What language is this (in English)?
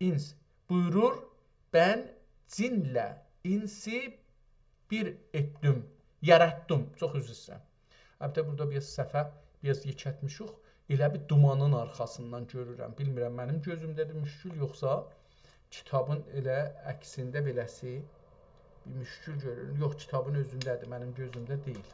South Azerbaijani